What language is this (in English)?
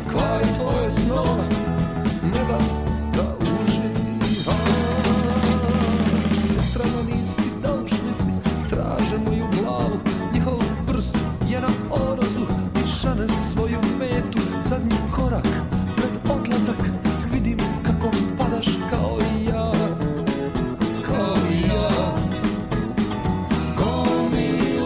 Serbian